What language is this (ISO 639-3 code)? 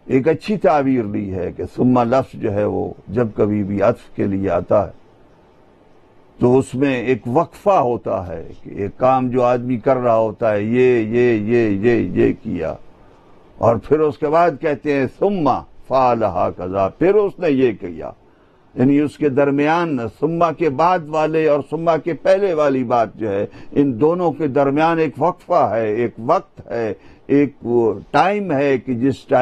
urd